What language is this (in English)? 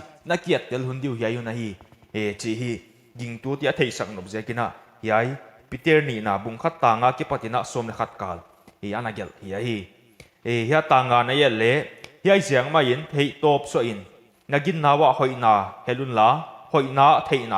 Paite Chin